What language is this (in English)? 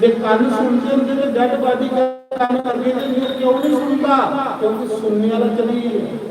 Dogri